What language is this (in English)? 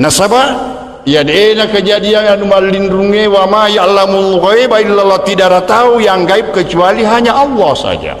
Buginese